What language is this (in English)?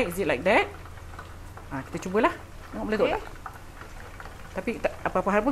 Malay